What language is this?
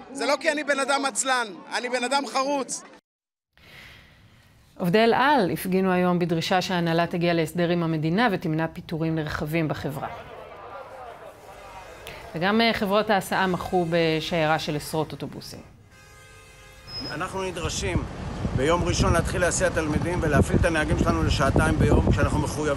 Hebrew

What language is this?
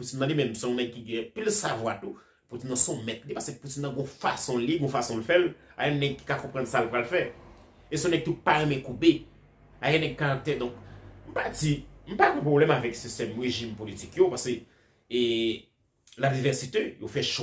Haitian Creole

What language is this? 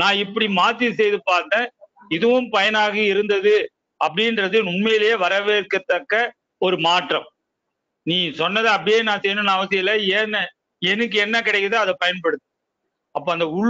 Tamil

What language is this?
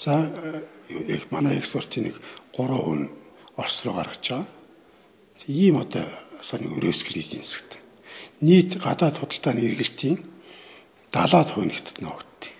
Mongolian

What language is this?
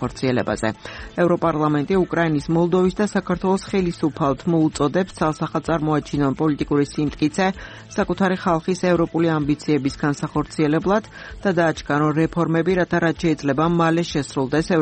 Georgian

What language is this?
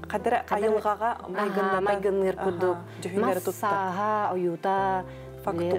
Yakut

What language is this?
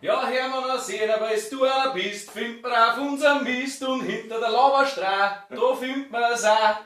Bavarian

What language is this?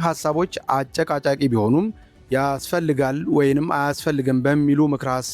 Amharic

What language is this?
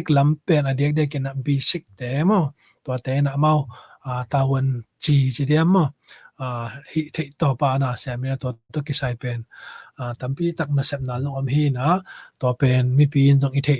Tedim Chin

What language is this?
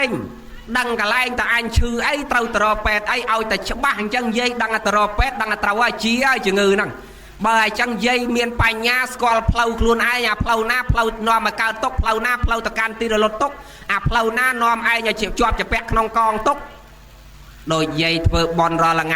Khmer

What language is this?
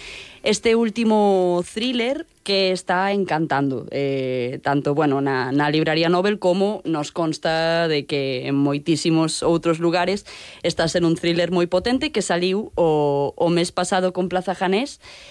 Galician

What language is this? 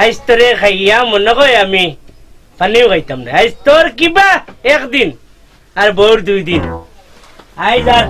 Sylheti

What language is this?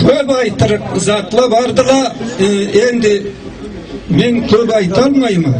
Karachay-Balkar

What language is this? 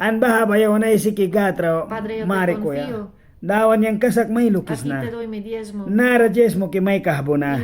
Mískito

